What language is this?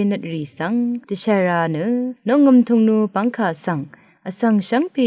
Rawang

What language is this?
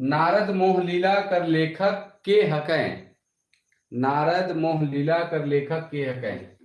Sadri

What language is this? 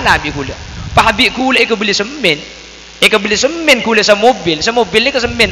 Madurese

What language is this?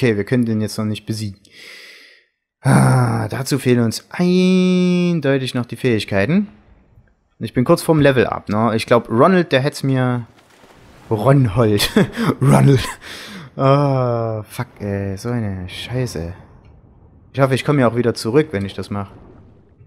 German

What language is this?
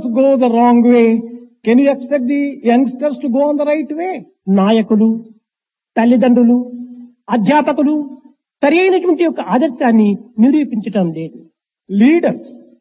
Telugu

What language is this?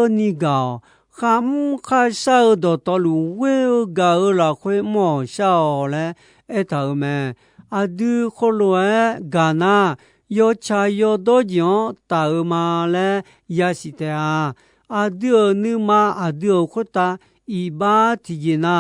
Akha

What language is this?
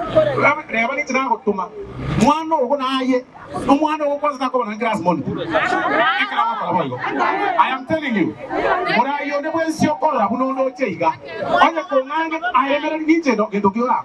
Gusii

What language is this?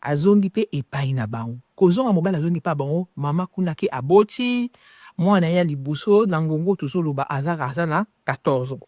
Lingala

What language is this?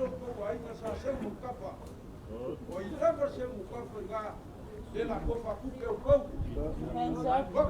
Samoan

